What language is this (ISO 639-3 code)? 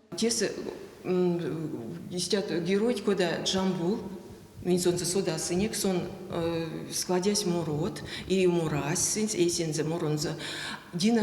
myv